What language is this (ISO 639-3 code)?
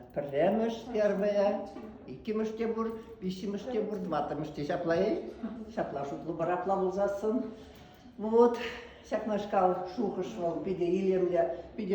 chv